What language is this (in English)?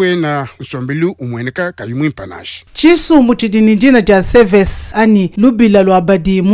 Luba-Lulua